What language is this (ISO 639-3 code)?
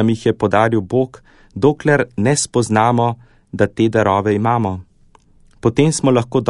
slv